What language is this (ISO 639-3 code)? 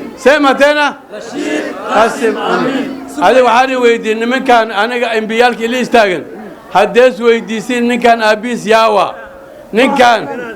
som